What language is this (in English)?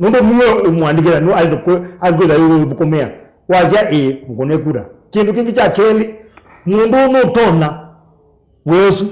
Kamba